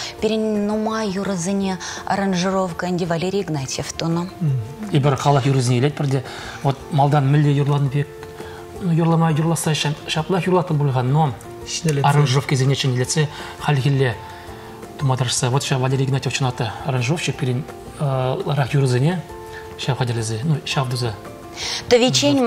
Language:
Chuvash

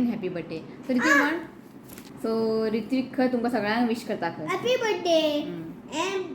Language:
Konkani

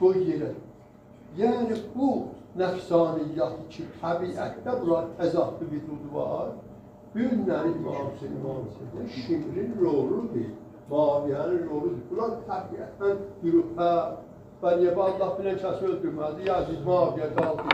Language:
South Azerbaijani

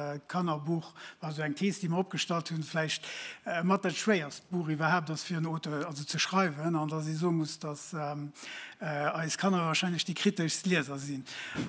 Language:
Luxembourgish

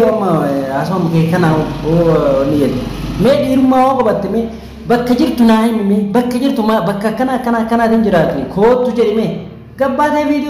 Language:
Oromo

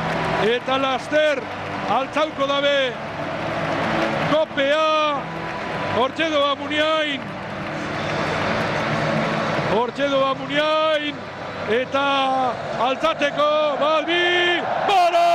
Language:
Basque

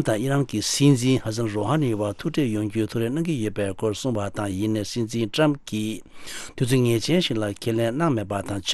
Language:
Tibetan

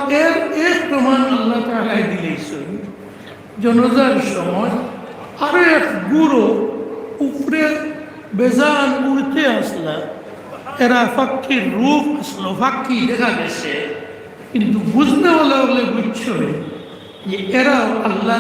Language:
Sylheti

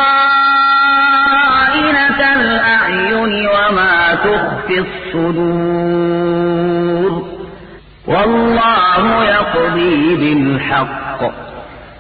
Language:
Arabic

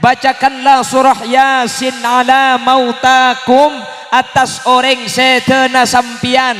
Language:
Madurese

